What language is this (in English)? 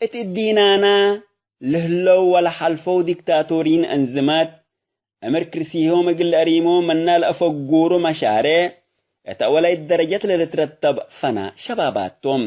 Tigre